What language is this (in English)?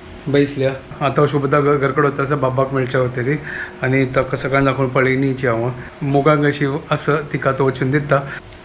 Konkani